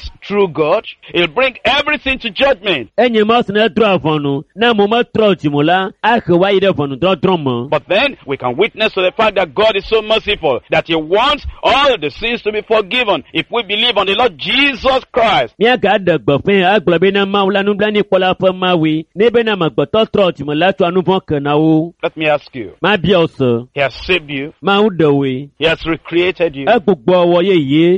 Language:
Ewe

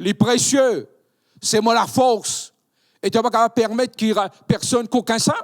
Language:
Morisyen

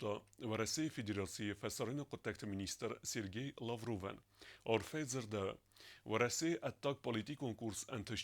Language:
Ossetic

